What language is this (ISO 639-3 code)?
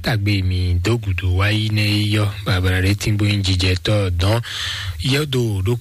fon